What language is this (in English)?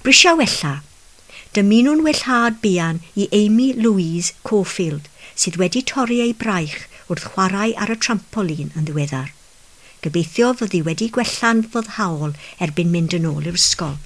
Welsh